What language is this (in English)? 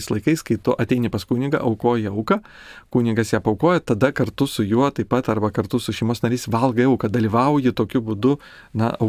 Lithuanian